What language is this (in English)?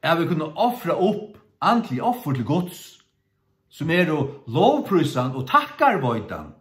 Faroese